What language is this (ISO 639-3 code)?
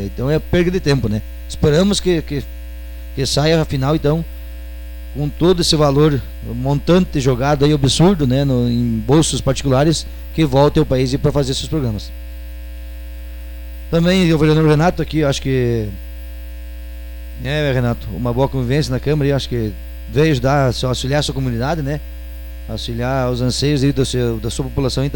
por